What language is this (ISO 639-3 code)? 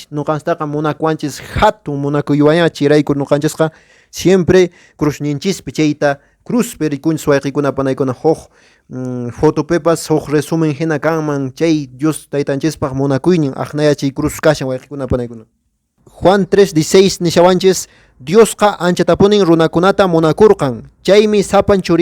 que